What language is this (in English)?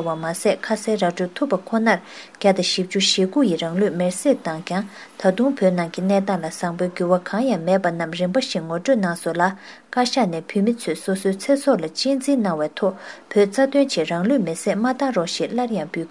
Tibetan